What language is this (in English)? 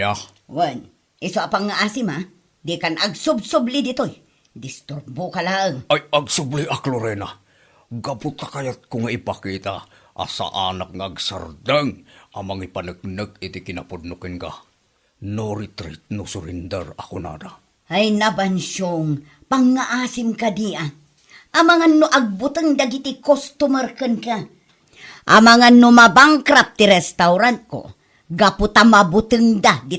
Iloko